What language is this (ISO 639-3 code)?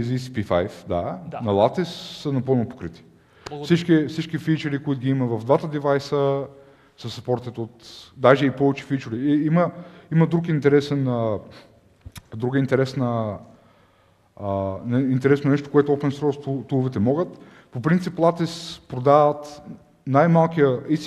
bul